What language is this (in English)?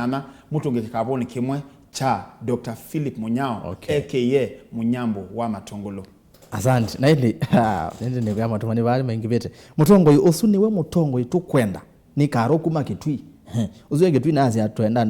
Kamba